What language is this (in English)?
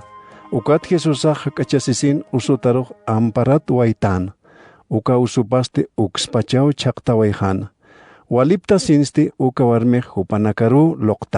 Aymara